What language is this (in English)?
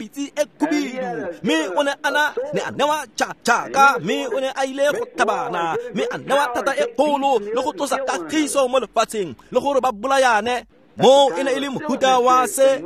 Tswana